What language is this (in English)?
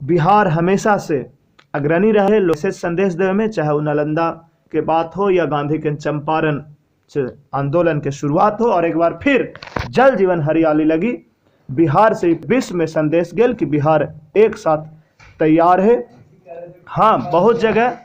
Magahi